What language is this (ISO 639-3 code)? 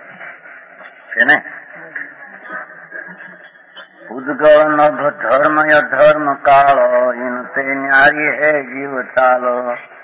guj